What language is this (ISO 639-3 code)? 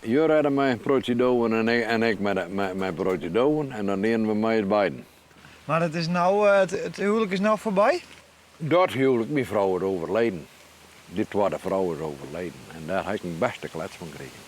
fry